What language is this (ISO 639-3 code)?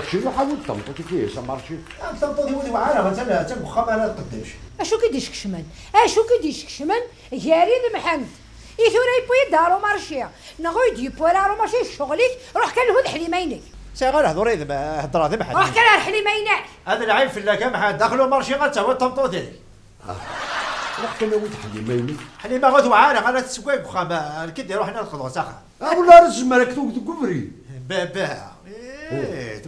kab